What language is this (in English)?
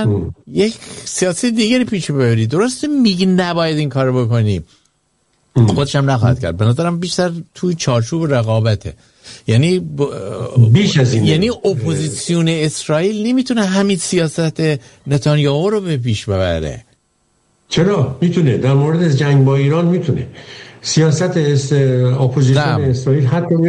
Persian